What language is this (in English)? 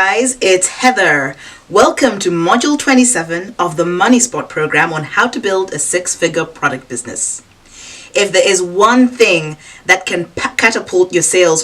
English